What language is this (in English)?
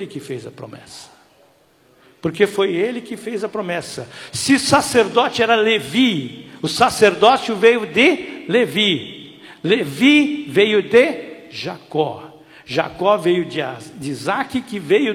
Portuguese